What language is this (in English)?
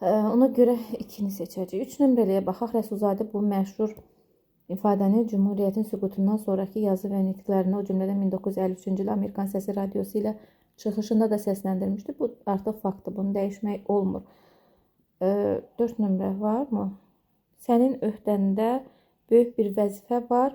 Azerbaijani